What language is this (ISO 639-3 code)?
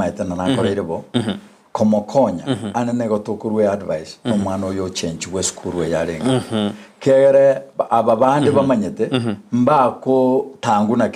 guz